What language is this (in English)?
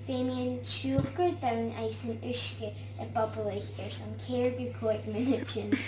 Scottish Gaelic